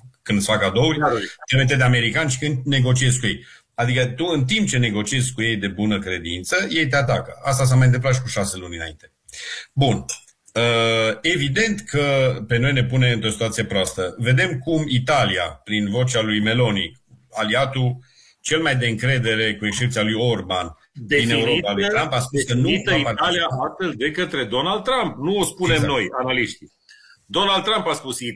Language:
Romanian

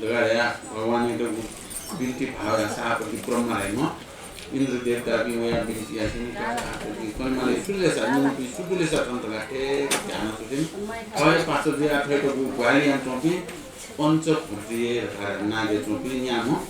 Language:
Newari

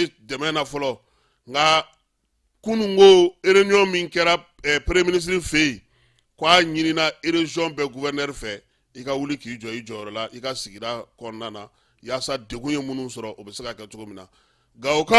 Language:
Bambara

